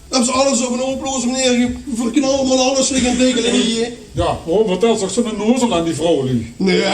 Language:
Limburgish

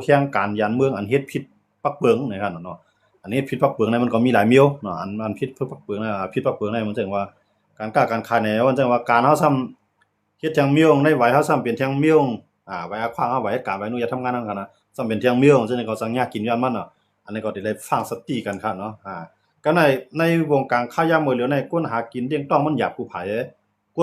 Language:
Shan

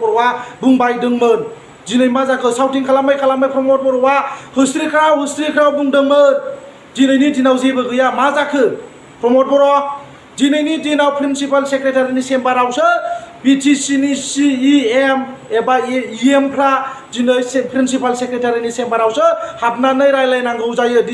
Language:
Bodo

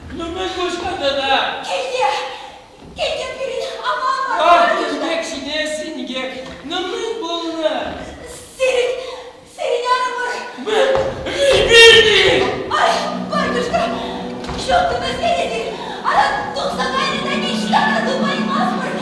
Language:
Chuvash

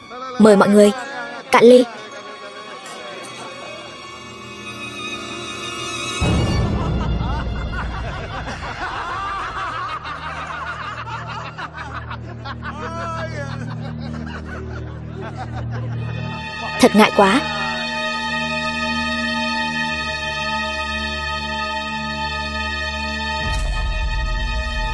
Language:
Vietnamese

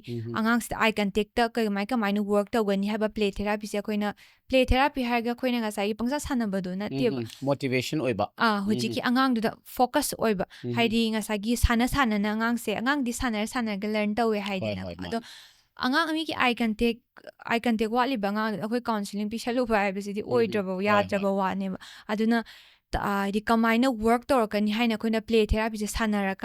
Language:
Manipuri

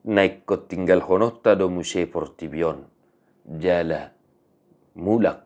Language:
Batak Toba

